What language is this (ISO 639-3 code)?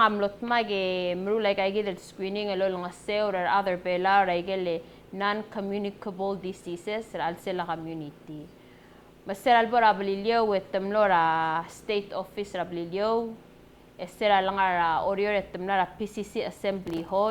pau